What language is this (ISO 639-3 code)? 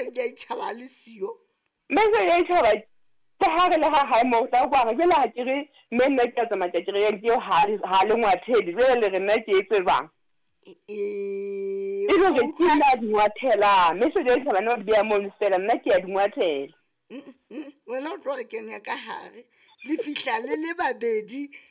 sot